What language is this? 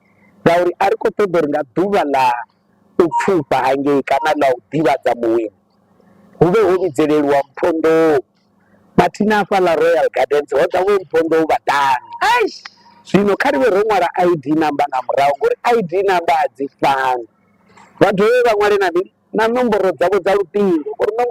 Venda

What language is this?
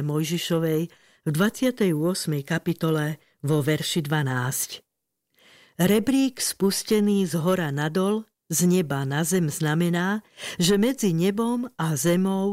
Slovak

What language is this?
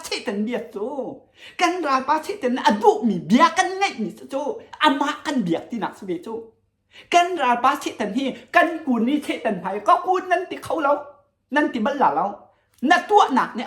Hakha Chin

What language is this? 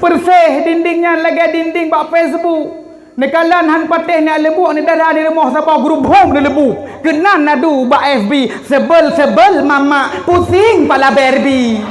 Achinese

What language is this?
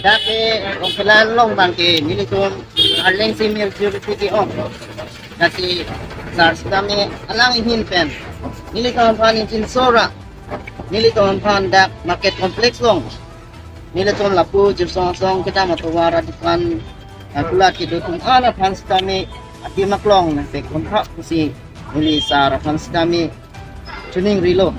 Karbi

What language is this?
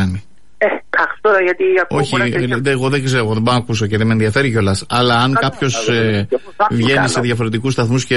Greek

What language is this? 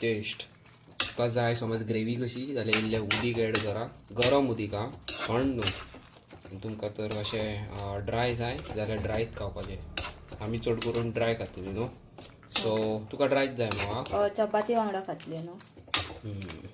Konkani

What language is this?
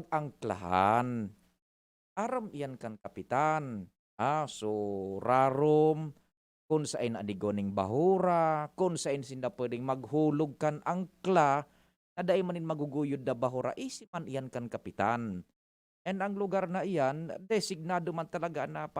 Bikol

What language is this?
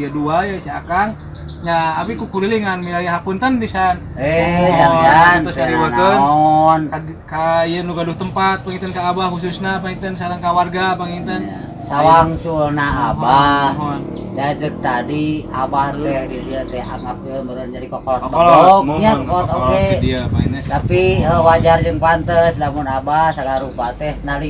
Sundanese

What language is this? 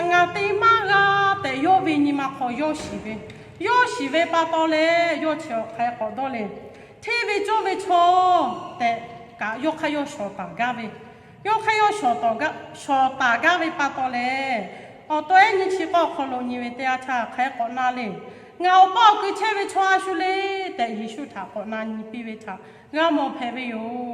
Lahu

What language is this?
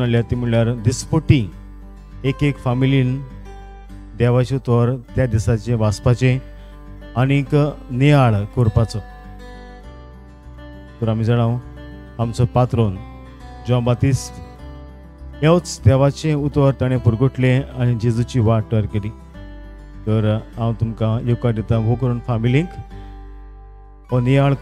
Konkani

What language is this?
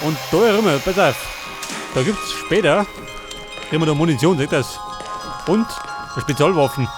Bavarian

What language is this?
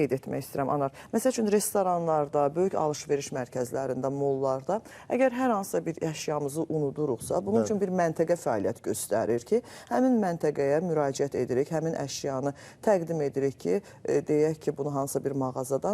Azerbaijani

